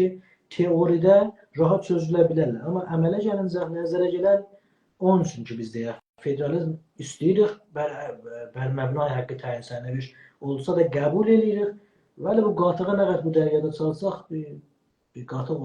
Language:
South Azerbaijani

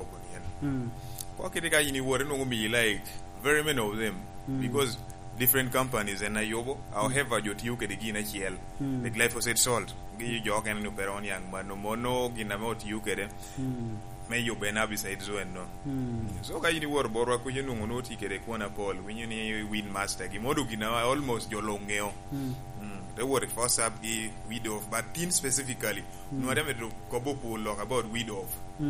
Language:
Lango (Uganda)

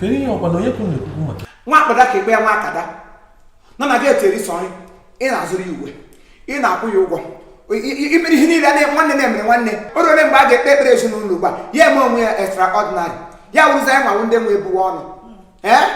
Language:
Igbo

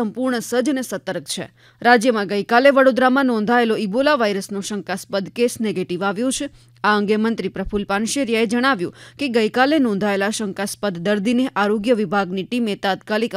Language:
Gujarati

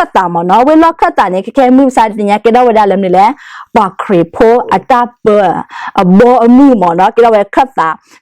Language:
S'gaw Karen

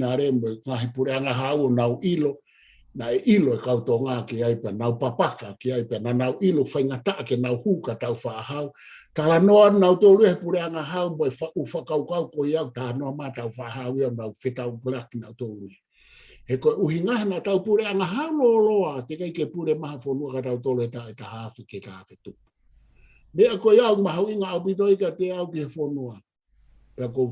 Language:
Tongan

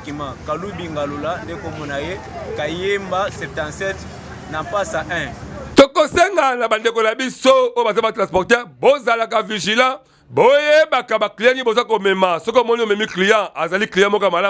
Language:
Lingala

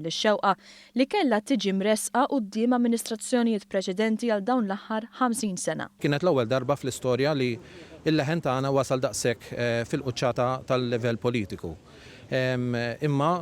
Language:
Maltese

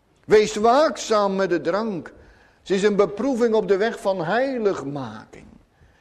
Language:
Dutch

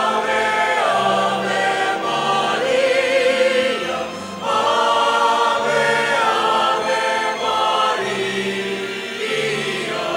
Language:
Pampanga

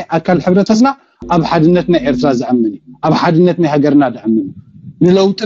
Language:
Tigrinya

